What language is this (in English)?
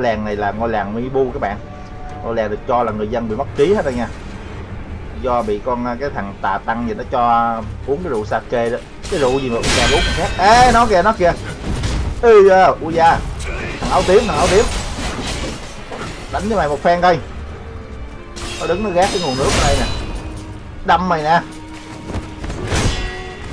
Vietnamese